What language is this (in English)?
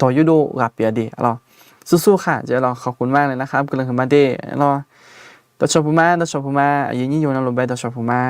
Akha